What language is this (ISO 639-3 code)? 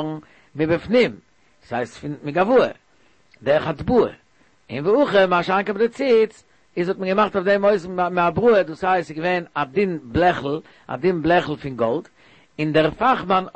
yid